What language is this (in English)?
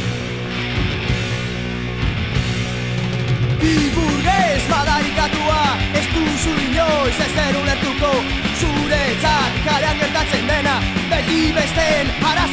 Basque